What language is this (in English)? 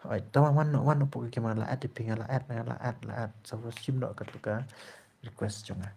Khasi